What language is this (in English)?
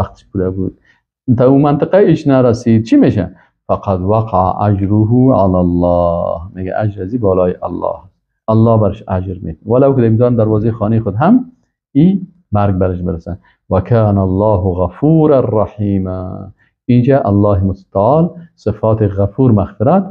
Persian